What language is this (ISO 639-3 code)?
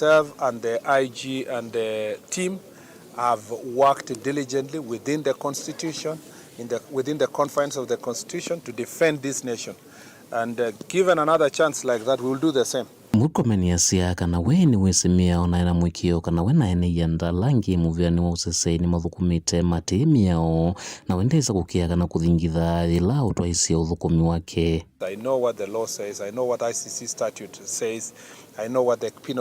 kam